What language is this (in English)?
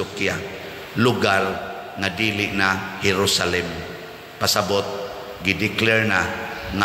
Cebuano